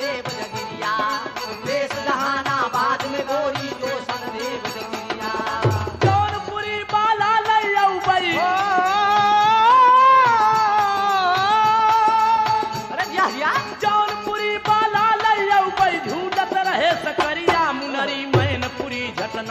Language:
Bhojpuri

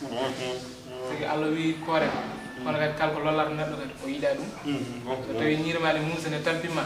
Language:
Fula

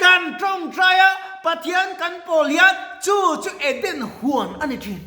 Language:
Mizo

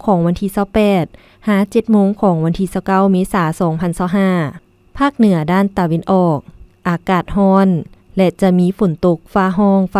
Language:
Lao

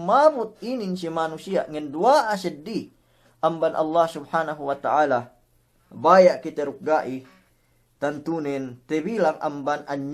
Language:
Yakan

